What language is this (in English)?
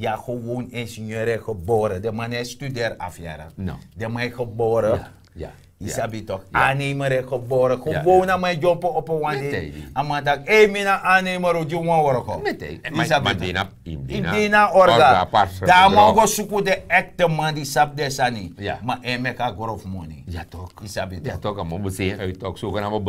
Sranan Tongo